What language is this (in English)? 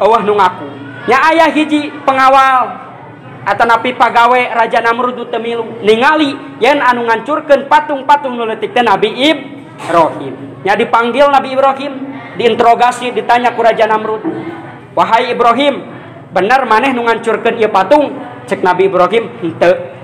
Sundanese